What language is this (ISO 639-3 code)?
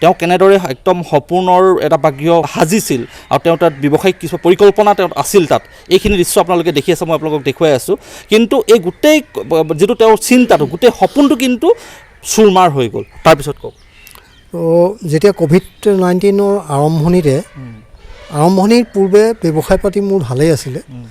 asm